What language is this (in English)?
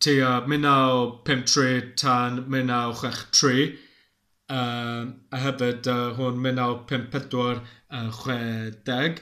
Welsh